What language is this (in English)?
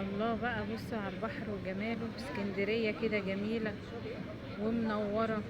Egyptian Arabic